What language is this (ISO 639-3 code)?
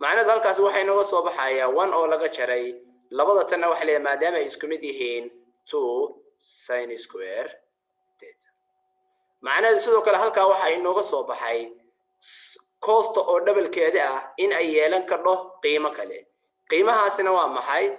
som